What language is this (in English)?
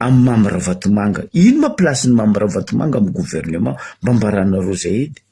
Malagasy